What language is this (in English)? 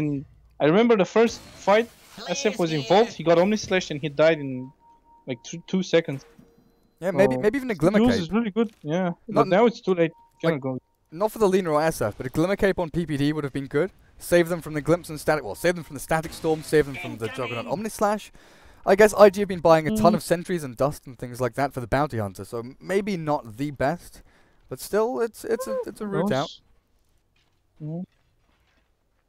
English